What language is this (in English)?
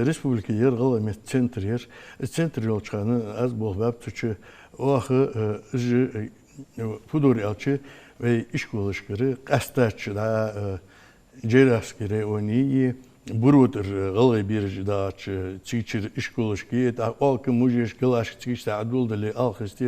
Ingush